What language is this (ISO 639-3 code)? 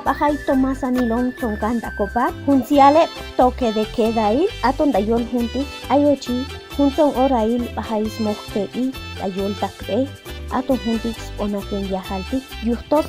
cac